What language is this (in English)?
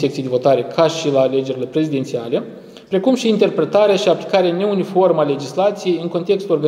Romanian